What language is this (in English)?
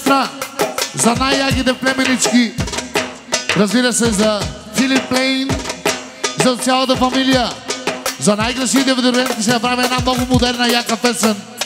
Bulgarian